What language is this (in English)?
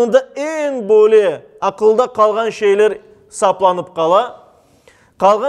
Crimean Tatar